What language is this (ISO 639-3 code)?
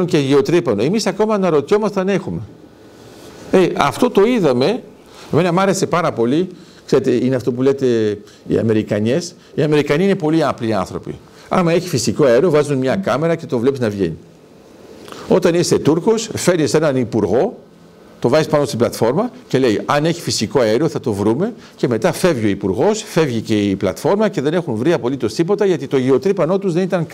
ell